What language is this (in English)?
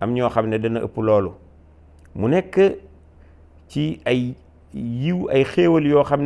Wolof